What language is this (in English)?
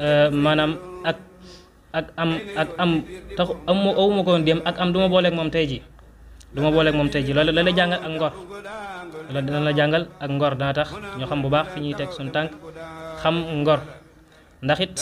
Wolof